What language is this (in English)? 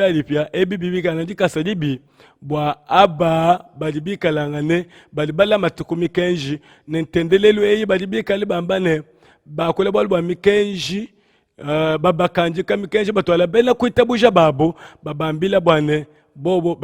Luba-Lulua